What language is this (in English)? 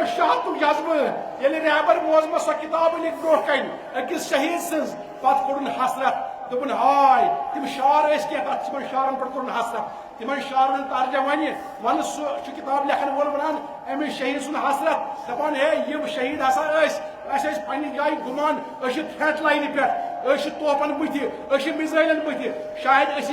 Kashmiri